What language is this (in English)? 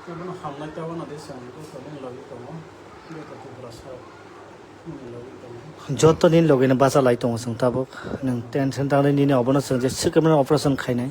Kok Borok